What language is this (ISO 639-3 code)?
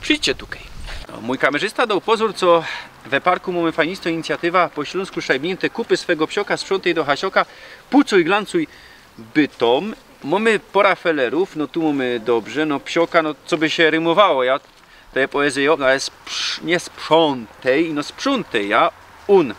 szl